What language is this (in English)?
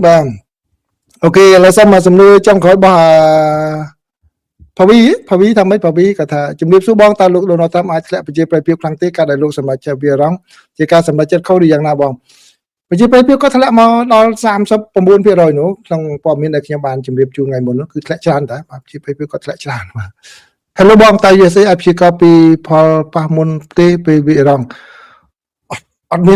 Khmer